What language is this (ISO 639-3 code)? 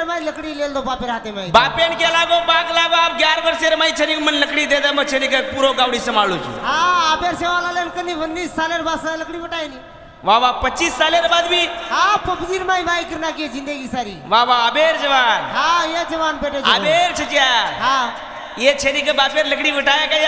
lmn